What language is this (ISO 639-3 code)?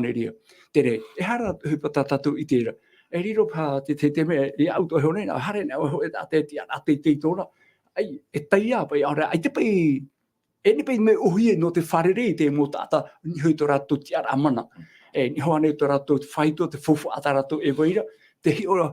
tah